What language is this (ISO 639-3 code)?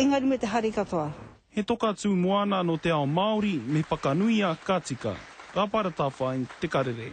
mri